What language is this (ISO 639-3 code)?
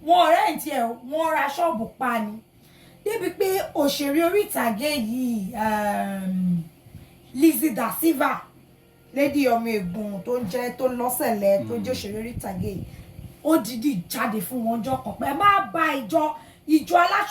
yor